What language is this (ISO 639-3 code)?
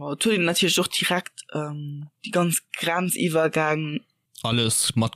ltz